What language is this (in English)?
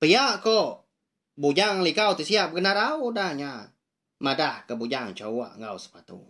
Iban